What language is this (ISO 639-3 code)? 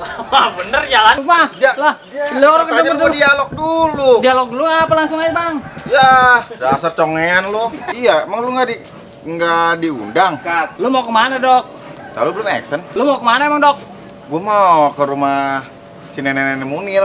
bew